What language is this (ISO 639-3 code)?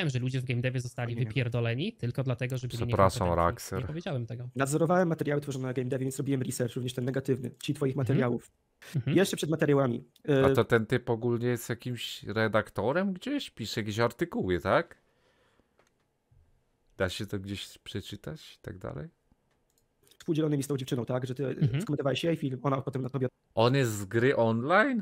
pol